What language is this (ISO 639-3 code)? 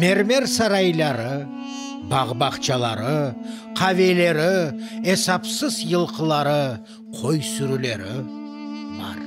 crh